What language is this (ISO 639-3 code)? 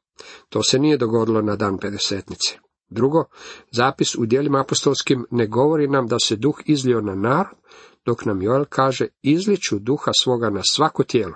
hrv